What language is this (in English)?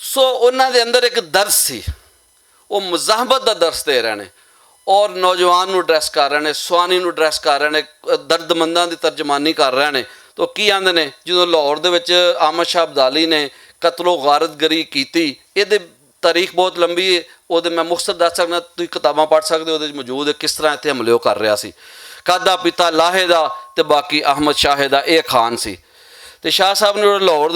Western Panjabi